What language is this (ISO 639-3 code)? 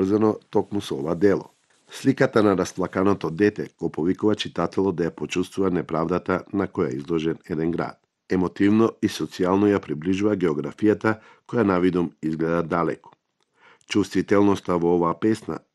mkd